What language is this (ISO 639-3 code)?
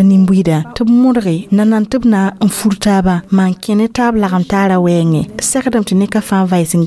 mos